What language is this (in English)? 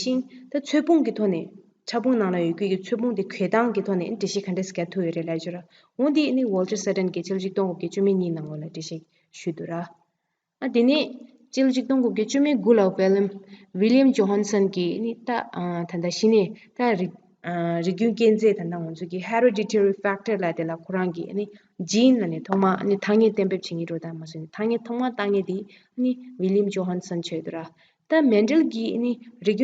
Tibetan